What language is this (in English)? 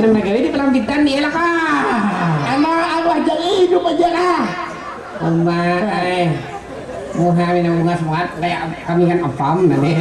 Banjar